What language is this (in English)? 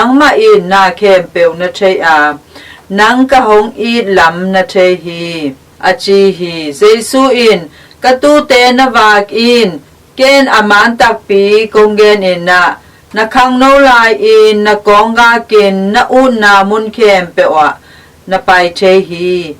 Tedim Chin